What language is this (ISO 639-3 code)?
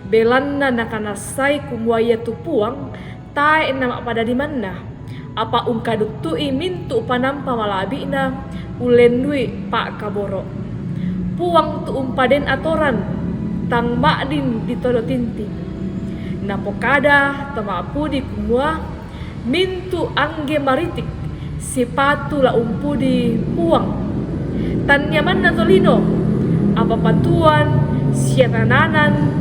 sda